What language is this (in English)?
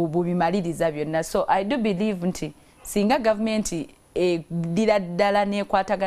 Ganda